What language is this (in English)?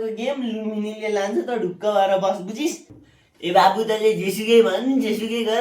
Nepali